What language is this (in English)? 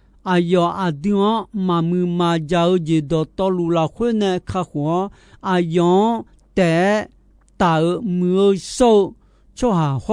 Akha